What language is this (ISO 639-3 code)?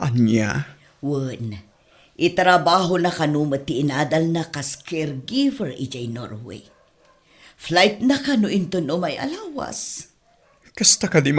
ilo